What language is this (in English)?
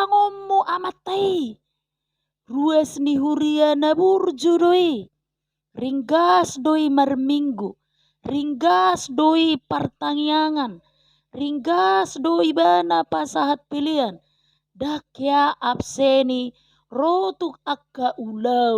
Batak Toba